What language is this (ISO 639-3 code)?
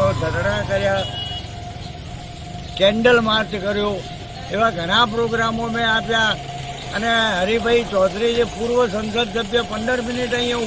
guj